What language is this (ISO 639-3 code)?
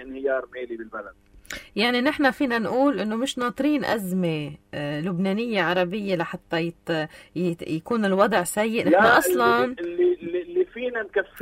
apc